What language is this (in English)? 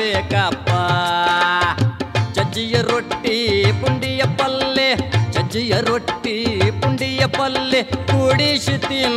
Kannada